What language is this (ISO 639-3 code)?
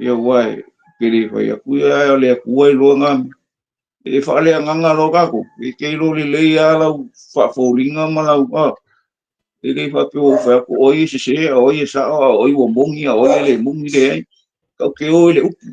smo